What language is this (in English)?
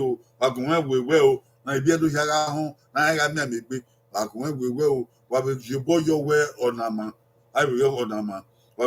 Bini